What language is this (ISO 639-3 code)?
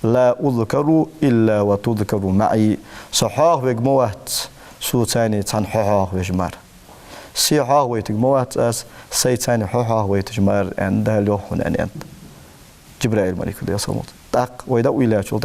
inh